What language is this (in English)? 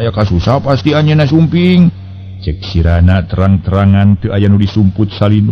Sundanese